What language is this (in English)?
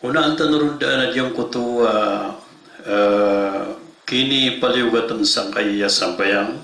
Maranao